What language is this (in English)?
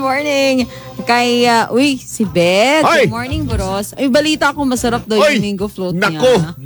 Filipino